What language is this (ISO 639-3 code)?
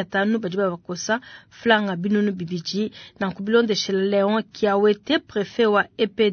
lua